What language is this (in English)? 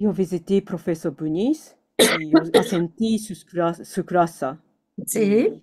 Ladino